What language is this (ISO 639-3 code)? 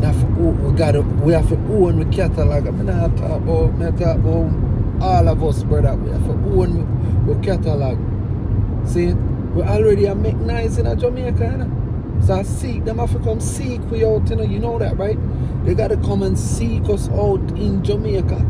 jam